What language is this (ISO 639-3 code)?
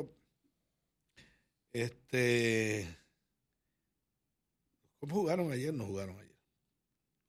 spa